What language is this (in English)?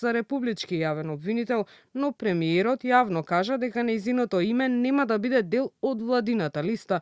Macedonian